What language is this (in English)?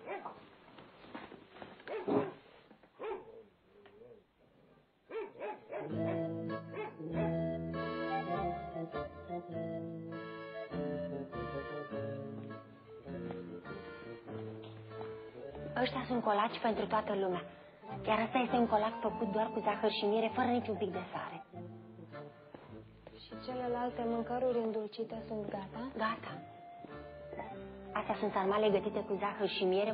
Romanian